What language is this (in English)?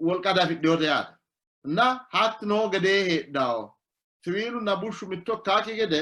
Sidamo